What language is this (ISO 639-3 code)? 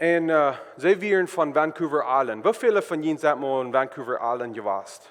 pdt